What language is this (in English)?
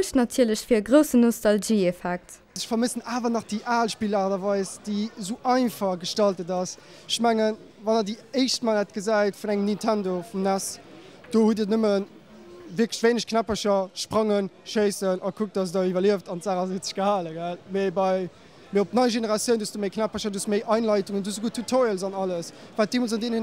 Luxembourgish